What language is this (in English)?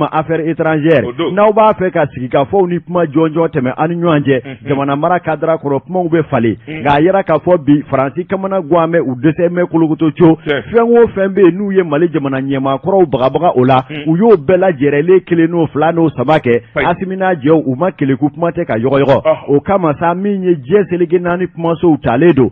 Bambara